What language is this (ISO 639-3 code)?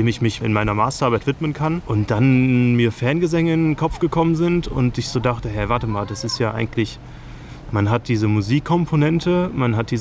deu